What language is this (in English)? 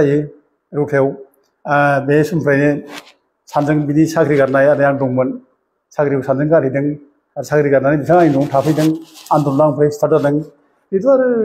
Bodo